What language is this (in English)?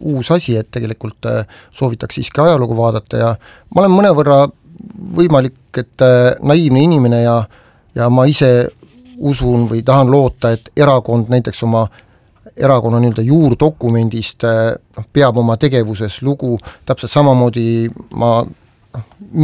Estonian